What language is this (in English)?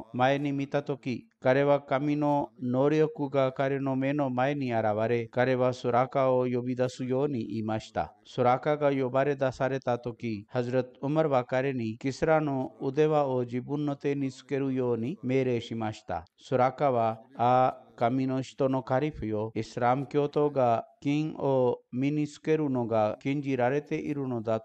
Japanese